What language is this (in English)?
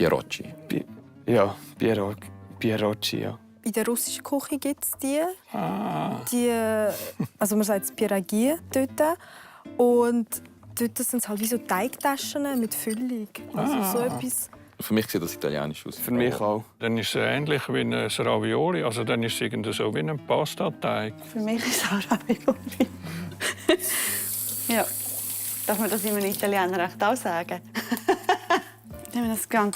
Swiss German